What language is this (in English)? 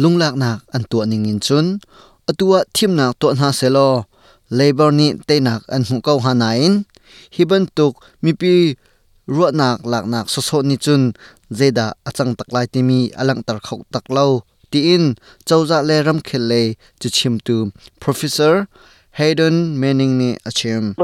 Hakha Chin